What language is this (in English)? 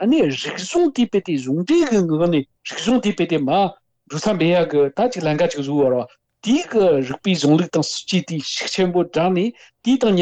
Tibetan